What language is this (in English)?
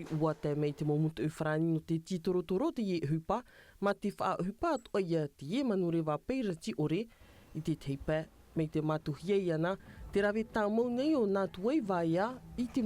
Tahitian